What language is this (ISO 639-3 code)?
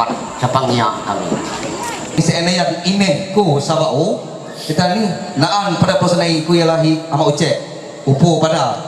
mhy